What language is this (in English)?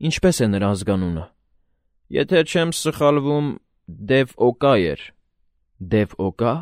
Armenian